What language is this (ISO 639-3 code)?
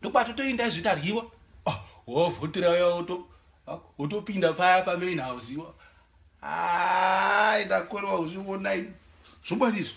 sna